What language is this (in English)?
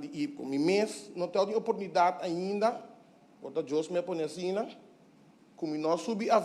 Papiamento